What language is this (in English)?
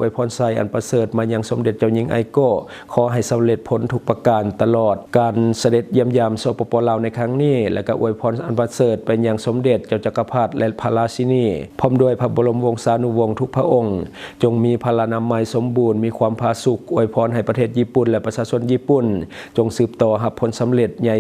Lao